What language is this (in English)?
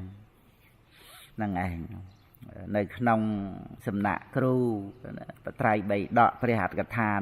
Khmer